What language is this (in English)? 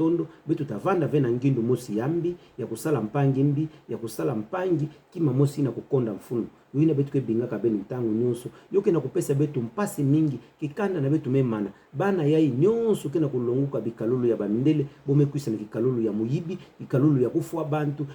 Kituba (Democratic Republic of Congo)